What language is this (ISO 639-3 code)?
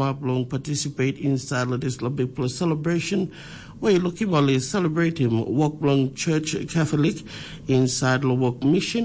tpi